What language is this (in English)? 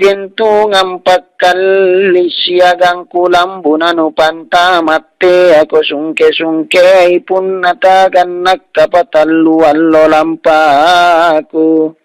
Makasar